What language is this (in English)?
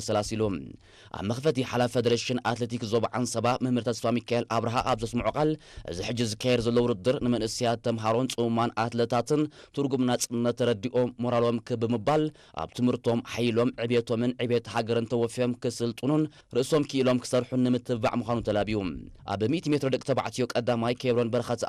Tigrinya